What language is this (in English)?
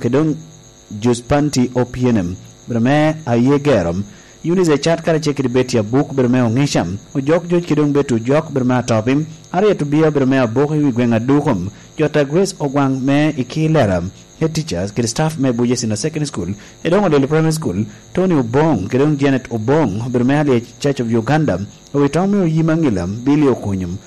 Lango (Uganda)